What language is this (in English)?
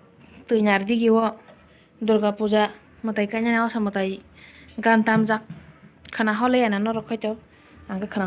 Kok Borok